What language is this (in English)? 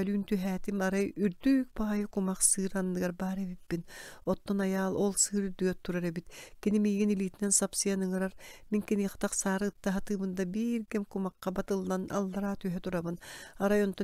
Yakut